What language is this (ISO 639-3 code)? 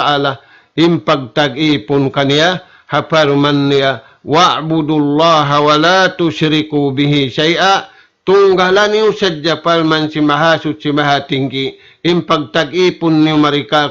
tsg